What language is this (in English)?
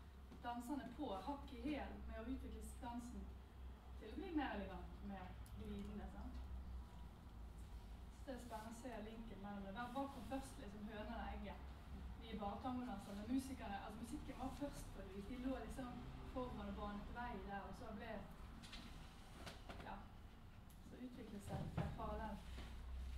Norwegian